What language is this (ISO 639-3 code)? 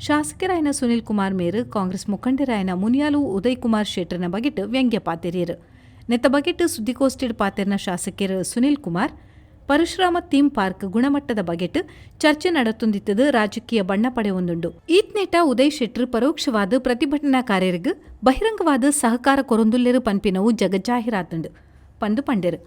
tcy